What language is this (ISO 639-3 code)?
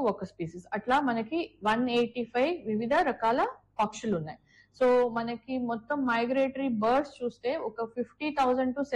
tel